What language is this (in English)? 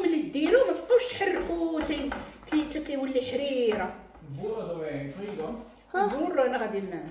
Moroccan Arabic